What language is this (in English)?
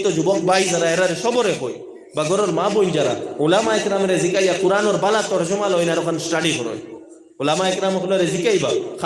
Sylheti